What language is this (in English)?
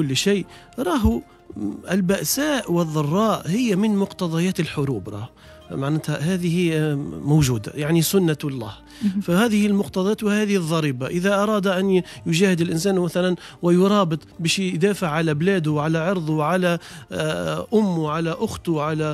Tunisian Arabic